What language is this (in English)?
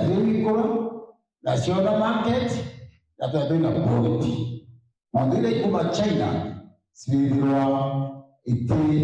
Meru